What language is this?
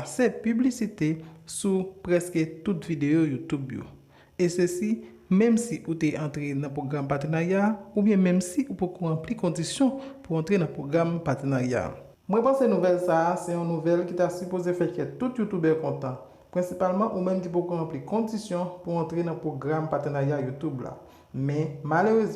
Haitian Creole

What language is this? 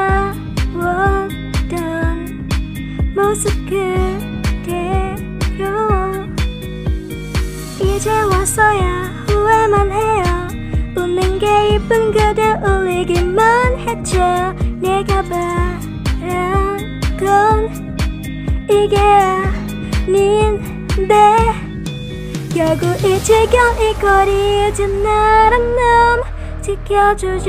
Korean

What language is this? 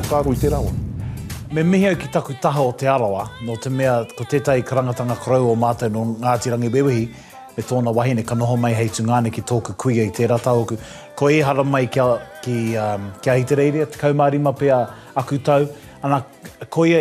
Māori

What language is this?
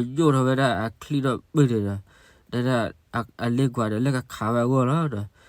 S'gaw Karen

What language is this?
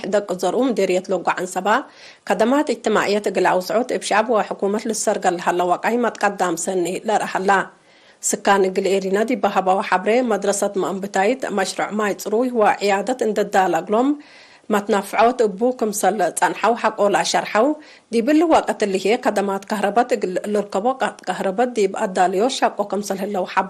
Tigre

